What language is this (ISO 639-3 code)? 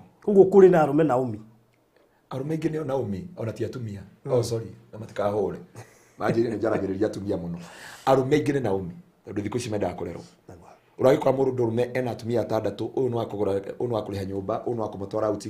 kik